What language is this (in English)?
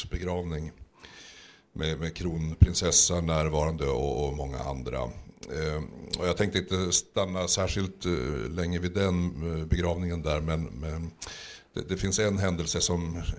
Swedish